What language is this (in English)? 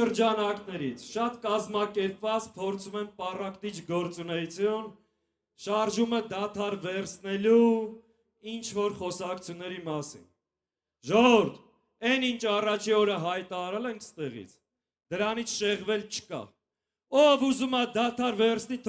Armenian